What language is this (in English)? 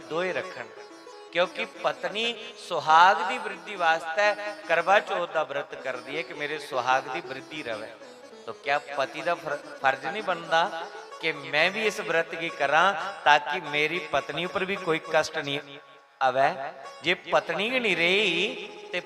Dogri